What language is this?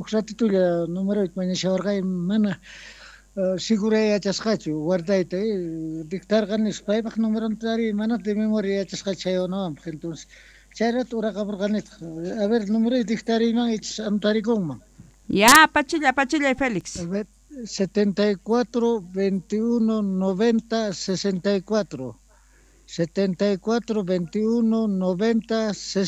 South Bolivian Quechua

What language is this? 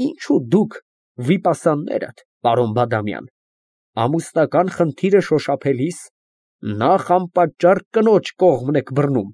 Armenian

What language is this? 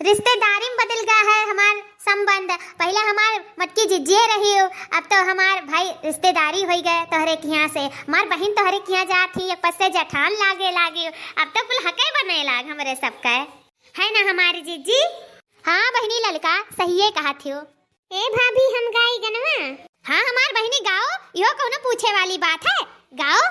Awadhi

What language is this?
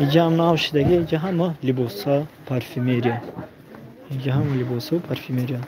Tajik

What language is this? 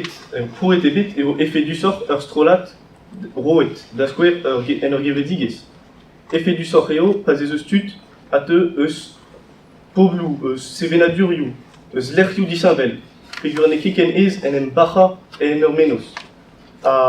Breton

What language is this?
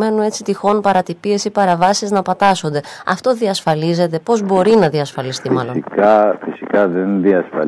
Greek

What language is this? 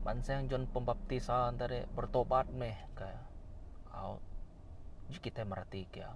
Iban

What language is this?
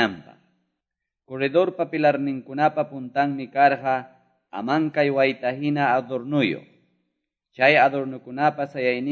Quechua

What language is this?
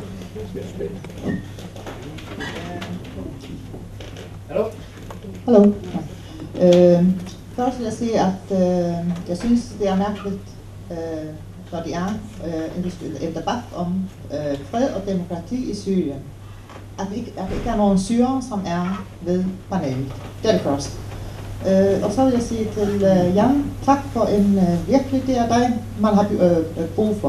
Danish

